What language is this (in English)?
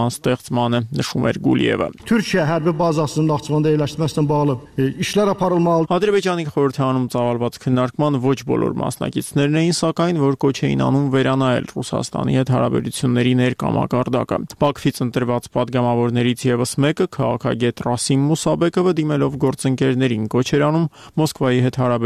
Armenian